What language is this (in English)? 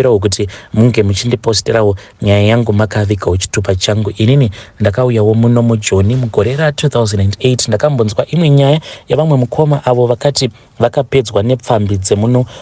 Shona